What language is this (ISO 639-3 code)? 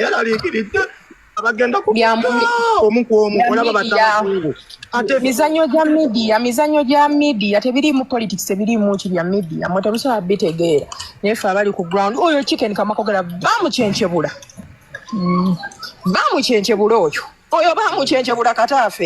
lug